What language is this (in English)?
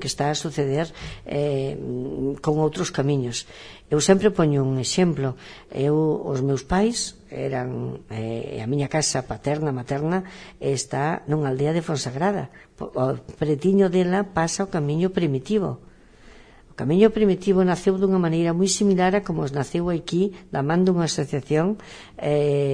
Galician